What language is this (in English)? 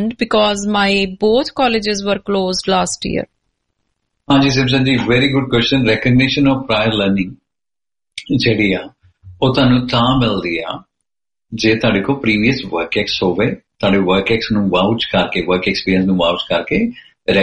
Punjabi